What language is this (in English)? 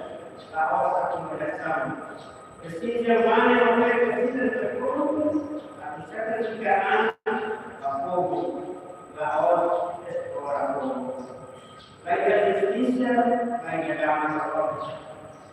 Tetum